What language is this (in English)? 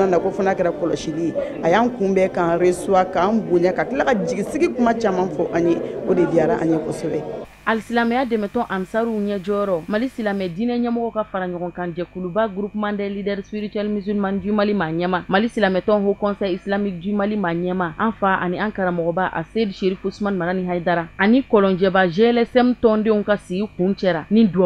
Bambara